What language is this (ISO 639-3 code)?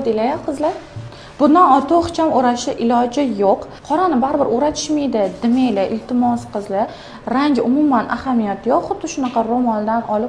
uzb